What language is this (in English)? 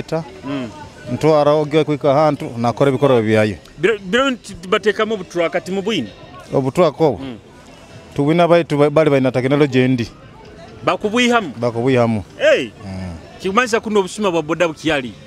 Nyoro